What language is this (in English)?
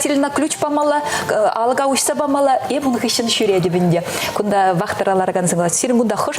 Chuvash